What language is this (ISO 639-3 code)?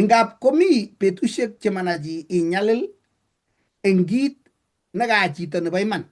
kln